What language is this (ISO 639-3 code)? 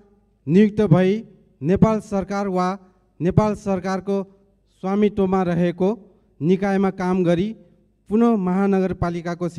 nep